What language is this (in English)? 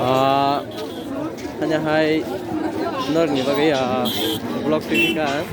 Kok Borok